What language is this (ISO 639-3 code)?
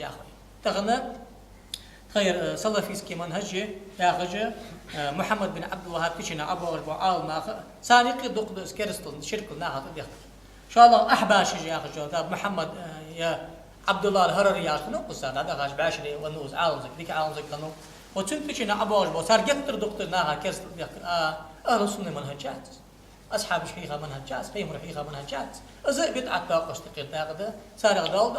inh